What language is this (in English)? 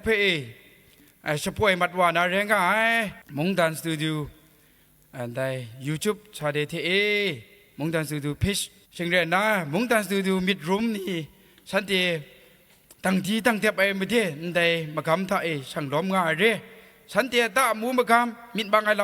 Kachin